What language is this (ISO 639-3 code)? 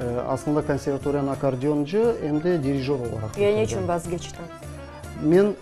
crh